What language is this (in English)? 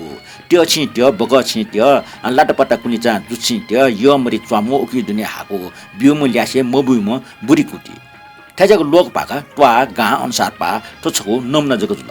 Newari